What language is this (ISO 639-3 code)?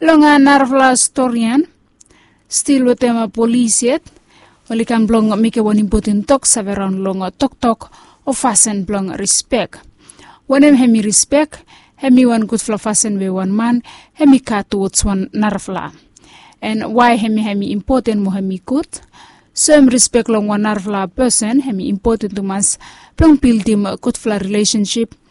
bis